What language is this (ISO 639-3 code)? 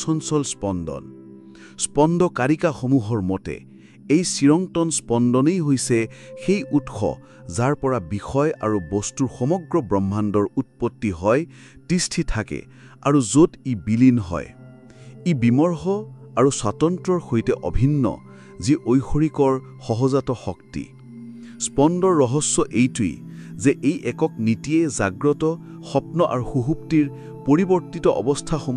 asm